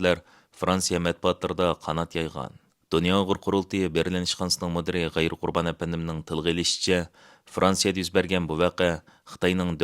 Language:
Uyghur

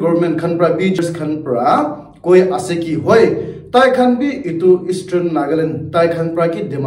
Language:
Naga Pidgin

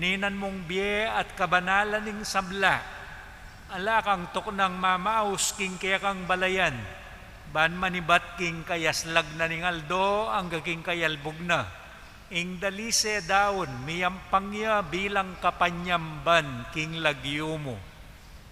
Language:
Pampanga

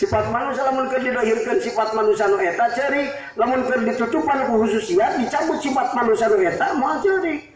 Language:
Sundanese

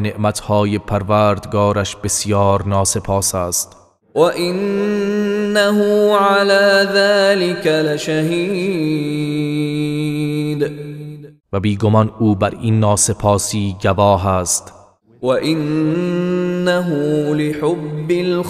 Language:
Persian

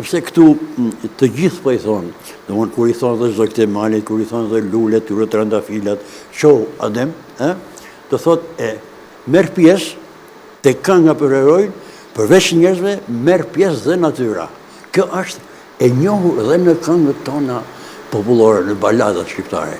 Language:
Albanian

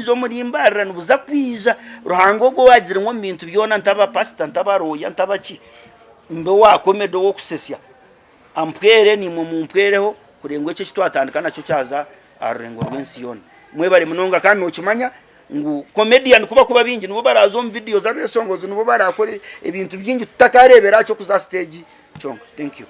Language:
Nyankole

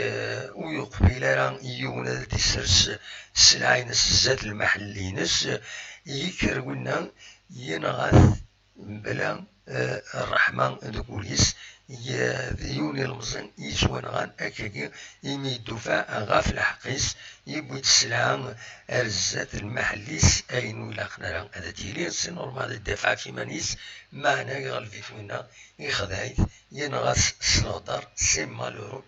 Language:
Kabyle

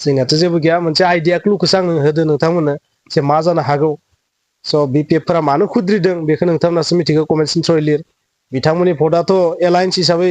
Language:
Bodo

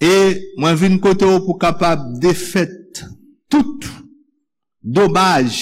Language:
Haitian Creole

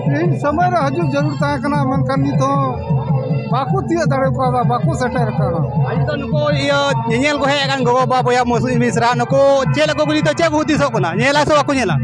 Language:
Santali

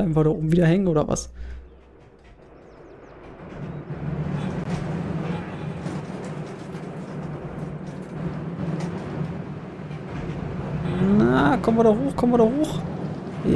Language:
German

